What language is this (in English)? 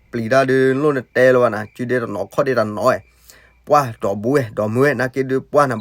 S'gaw Karen